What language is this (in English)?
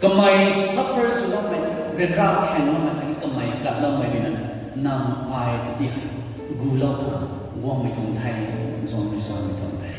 Rongmei Naga